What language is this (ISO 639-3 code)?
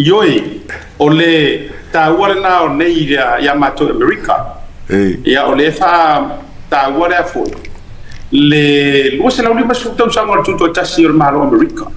smo